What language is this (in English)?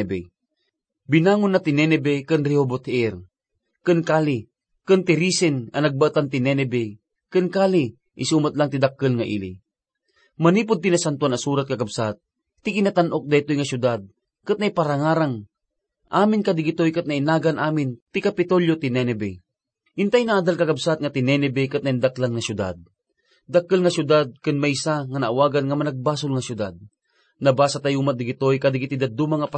Iloko